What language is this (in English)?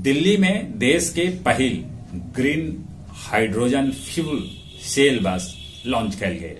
Magahi